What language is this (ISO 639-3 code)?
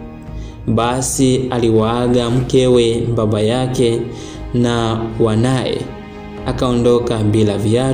swa